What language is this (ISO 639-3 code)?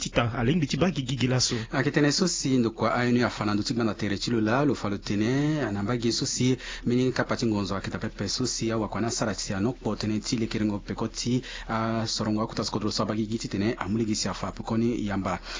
sag